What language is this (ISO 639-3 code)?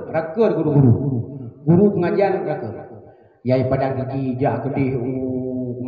ace